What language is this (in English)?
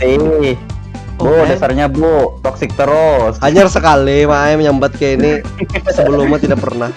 Banjar